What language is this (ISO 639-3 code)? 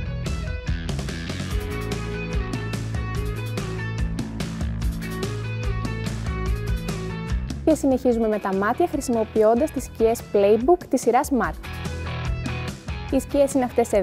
ell